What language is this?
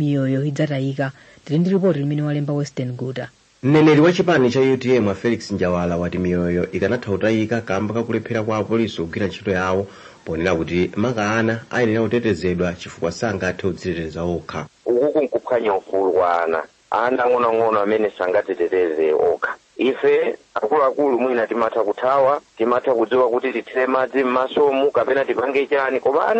Nyanja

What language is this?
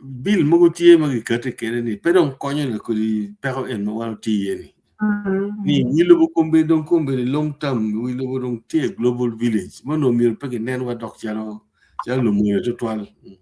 Acoli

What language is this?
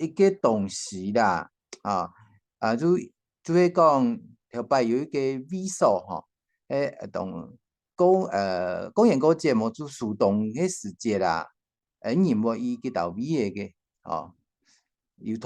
Hakka Chinese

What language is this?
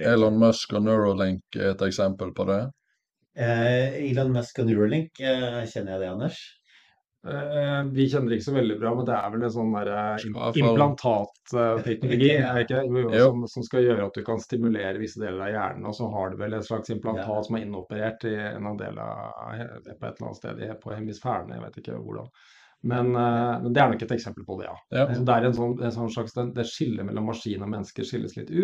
Norwegian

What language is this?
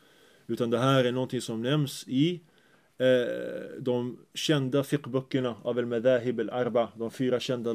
Swedish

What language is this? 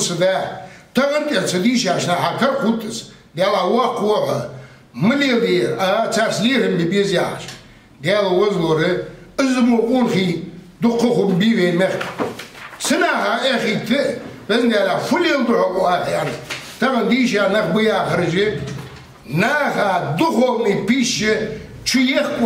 Ingush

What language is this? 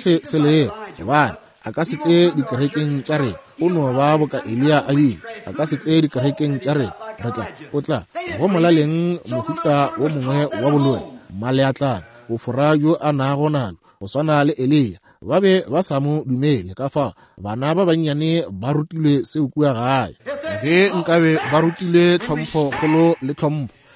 Northern Sotho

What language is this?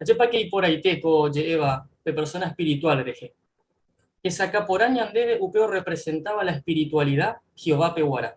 Guarani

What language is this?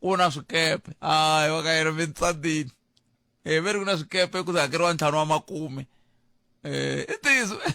Tsonga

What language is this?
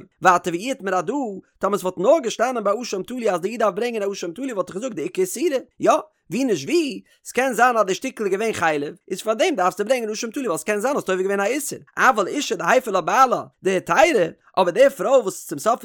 Yiddish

